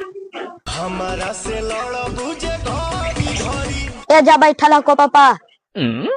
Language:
Magahi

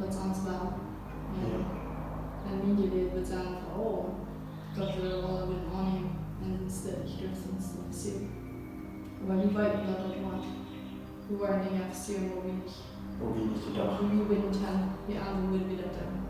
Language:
Plautdietsch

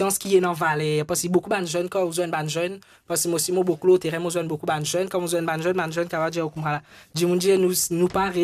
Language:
Morisyen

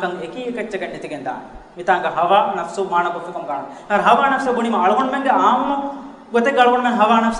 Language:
Divehi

